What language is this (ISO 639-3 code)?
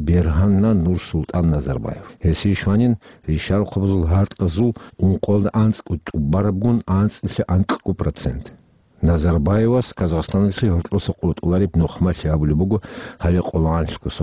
ava